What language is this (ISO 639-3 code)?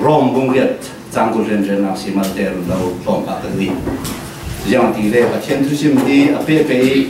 cfm